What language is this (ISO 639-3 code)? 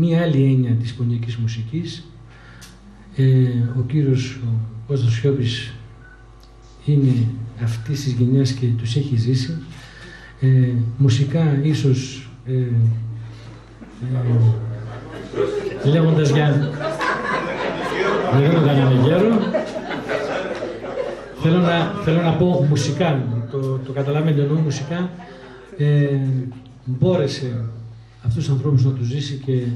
ell